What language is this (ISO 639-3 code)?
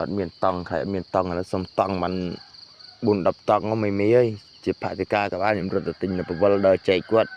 khm